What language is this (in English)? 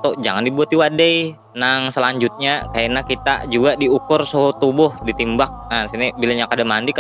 Banjar